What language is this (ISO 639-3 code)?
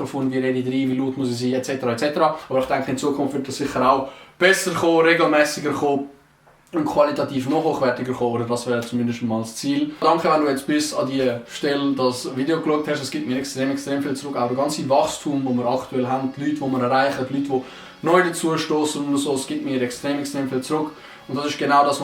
gsw